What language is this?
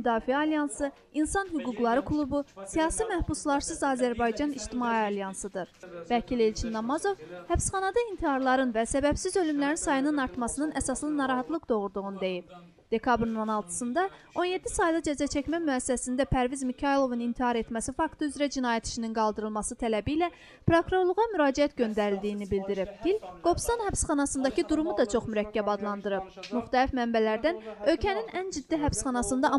Azerbaijani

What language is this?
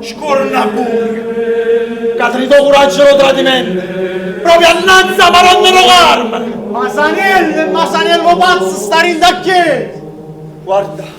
Neapolitan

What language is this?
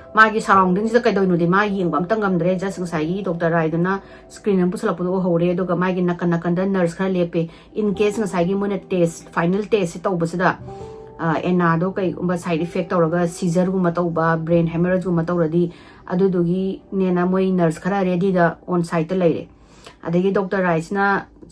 Manipuri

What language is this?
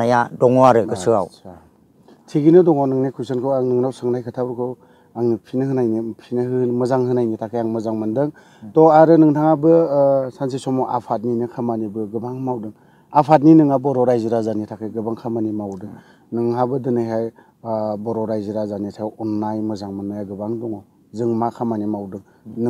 Bodo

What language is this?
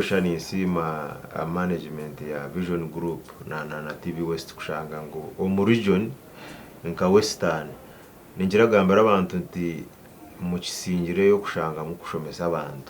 Nyankole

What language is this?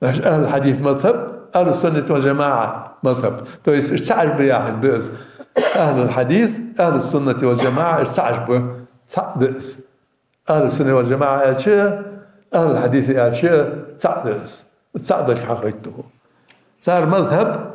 Ingush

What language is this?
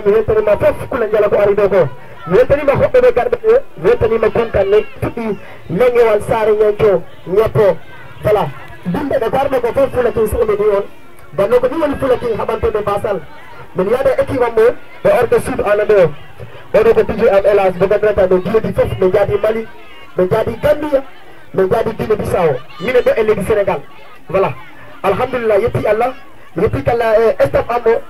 Fula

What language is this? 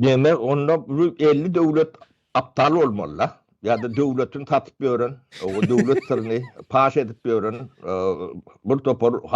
Turkmen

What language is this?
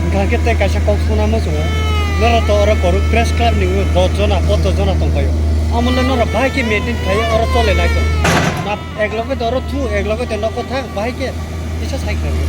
Kok Borok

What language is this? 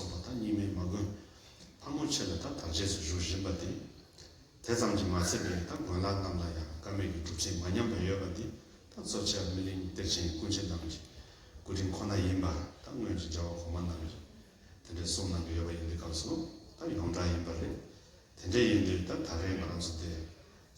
Tibetan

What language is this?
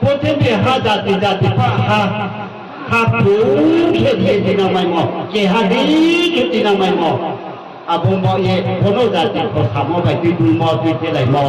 Riang (India)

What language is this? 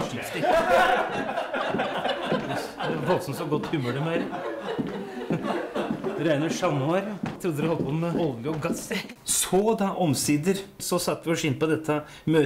Norwegian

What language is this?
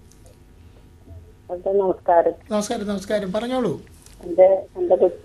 Malayalam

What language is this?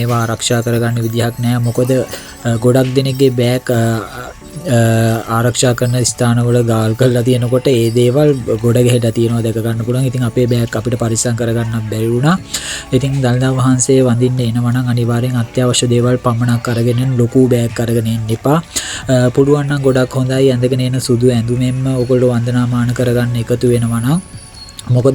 Sinhala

